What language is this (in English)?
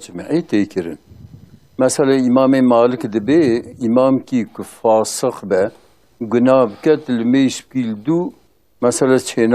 Kurdish